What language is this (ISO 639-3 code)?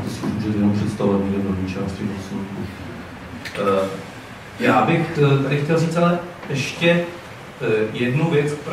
ces